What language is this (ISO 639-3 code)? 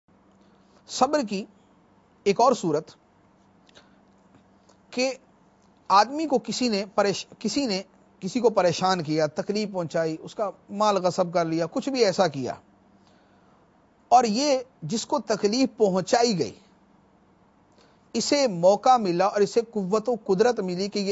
urd